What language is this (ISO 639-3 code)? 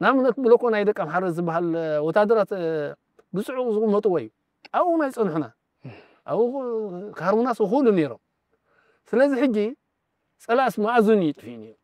tir